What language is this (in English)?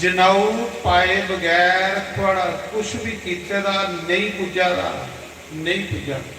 Dogri